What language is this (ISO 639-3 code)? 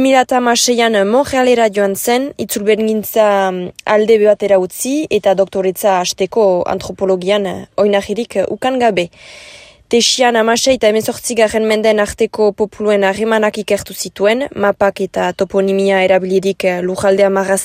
eus